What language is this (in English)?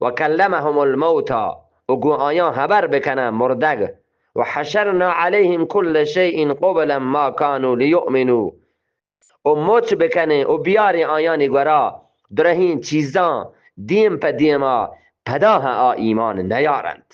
Eastern Balochi